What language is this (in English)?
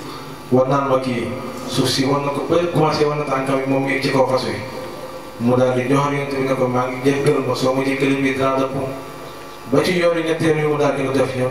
Wolof